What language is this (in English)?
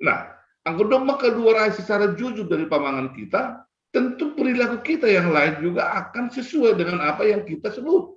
Batak Simalungun